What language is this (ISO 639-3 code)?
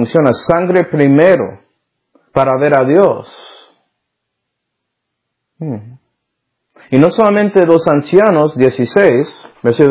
spa